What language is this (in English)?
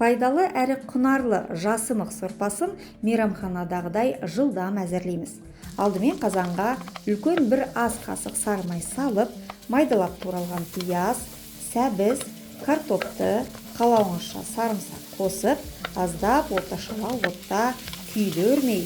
Kazakh